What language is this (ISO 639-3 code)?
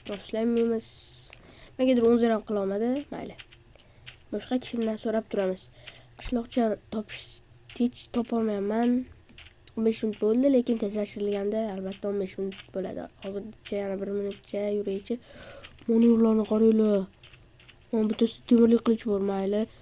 uzb